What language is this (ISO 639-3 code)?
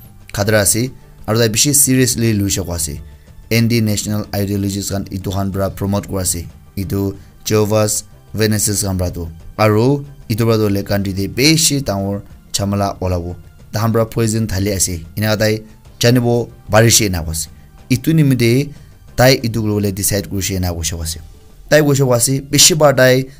nag